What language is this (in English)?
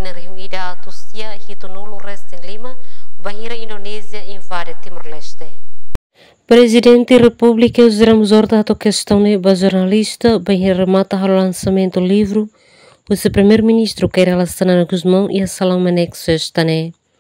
Tetum